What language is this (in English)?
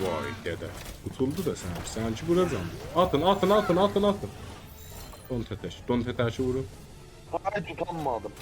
South Azerbaijani